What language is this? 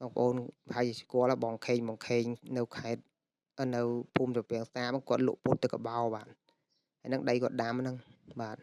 Khmer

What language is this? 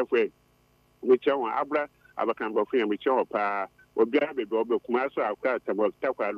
Akan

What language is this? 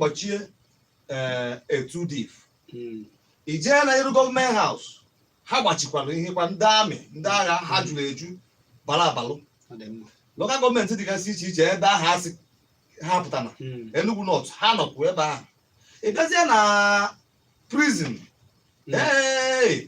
Igbo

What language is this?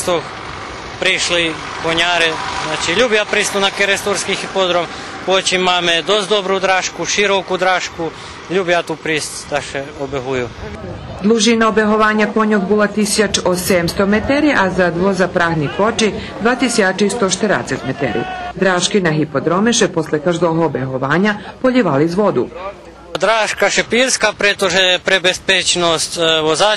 Rusyn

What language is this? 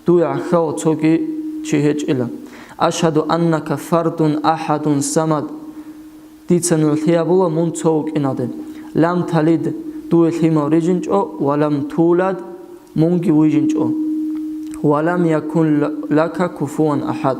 Avaric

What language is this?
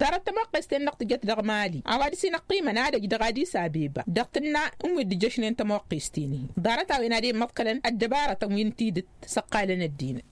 Tamasheq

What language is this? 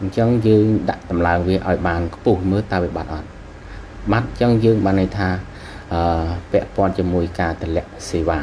Khmer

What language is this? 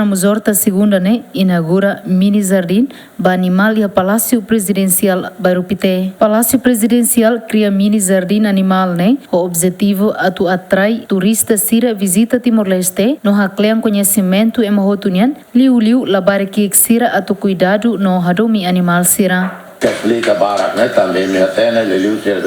Tetum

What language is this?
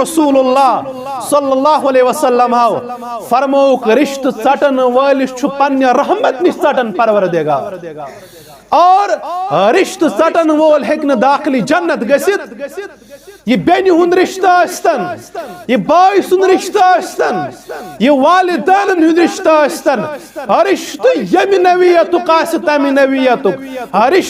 Kashmiri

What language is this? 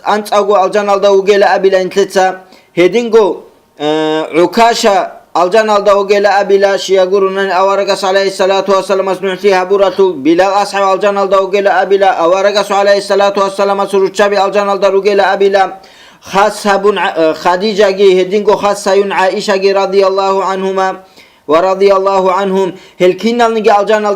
Avaric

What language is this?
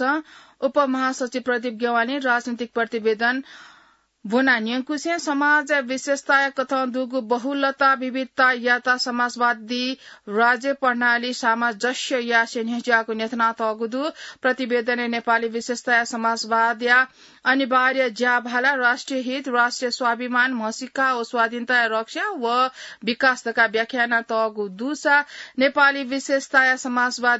Newari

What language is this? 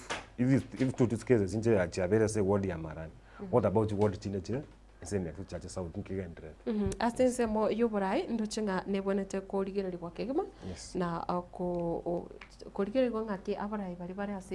Gusii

